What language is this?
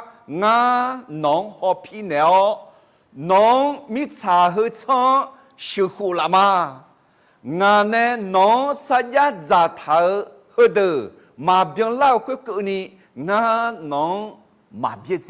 Akha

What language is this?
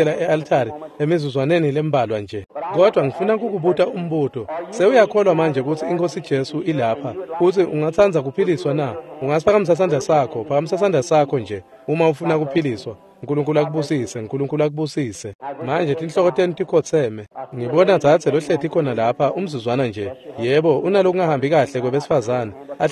Swati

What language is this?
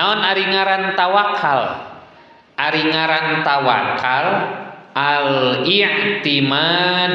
Sundanese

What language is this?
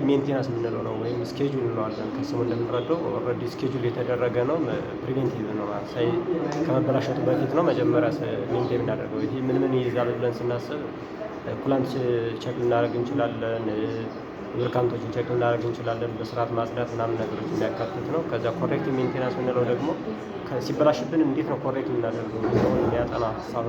Amharic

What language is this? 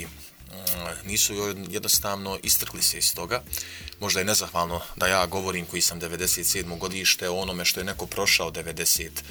Bosnian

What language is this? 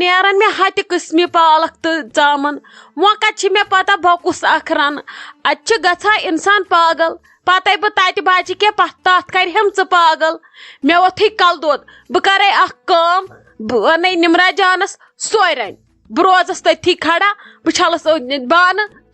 Kashmiri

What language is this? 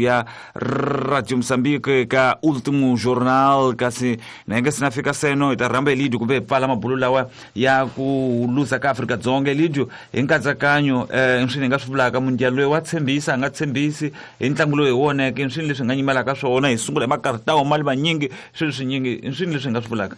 Tsonga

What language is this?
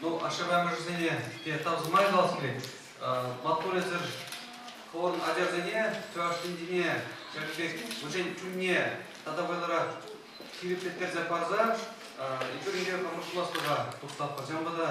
Chuvash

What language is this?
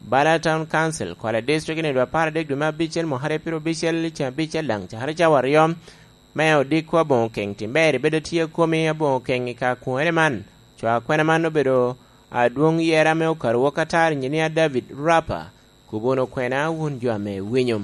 Lango (Uganda)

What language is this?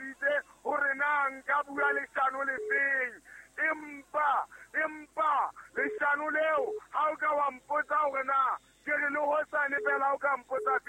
Southern Sotho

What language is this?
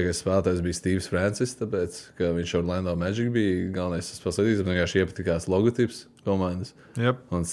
Latvian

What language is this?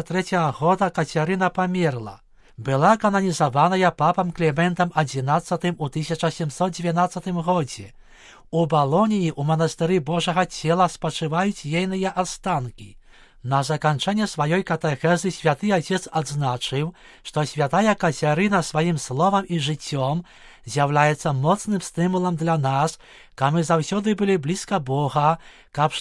Belarusian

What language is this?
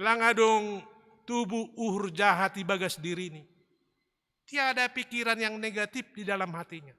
Batak Simalungun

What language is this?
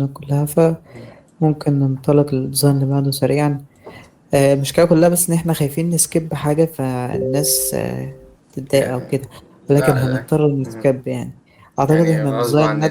Egyptian Arabic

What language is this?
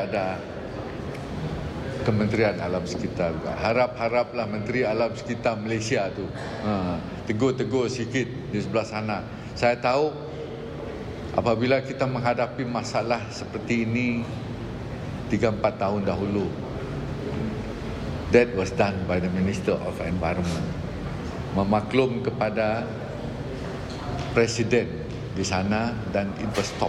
Malay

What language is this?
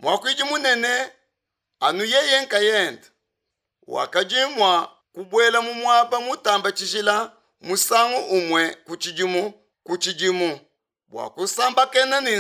Luba-Lulua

